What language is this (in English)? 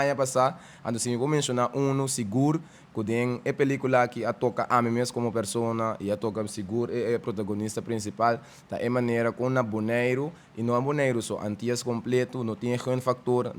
Papiamento